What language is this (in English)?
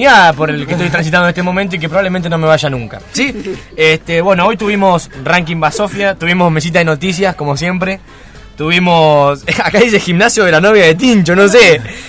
Spanish